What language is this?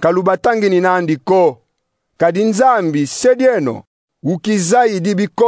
Kongo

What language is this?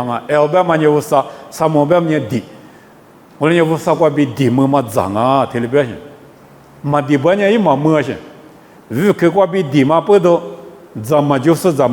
Lisu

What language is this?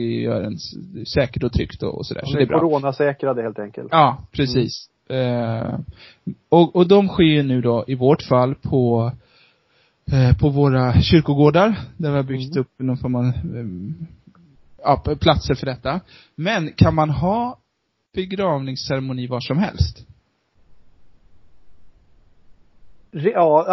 Swedish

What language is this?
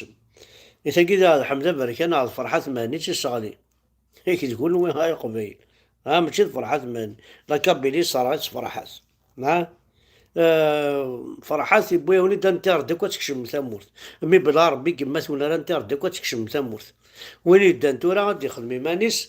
Kabyle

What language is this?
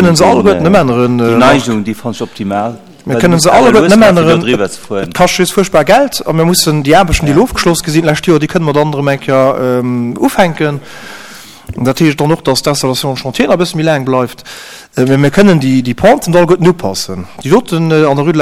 Luxembourgish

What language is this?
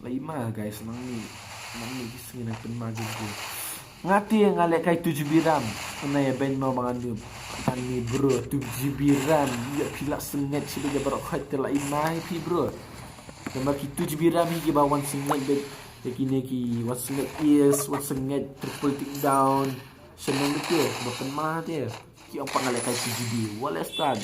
Khasi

